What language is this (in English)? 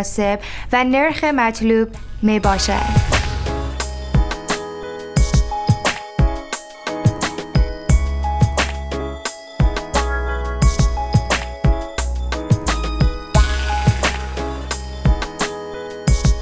Persian